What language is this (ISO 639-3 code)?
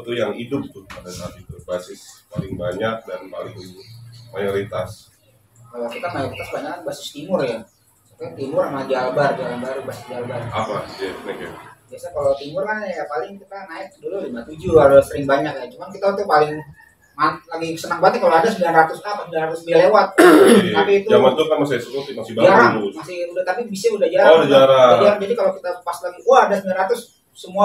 ind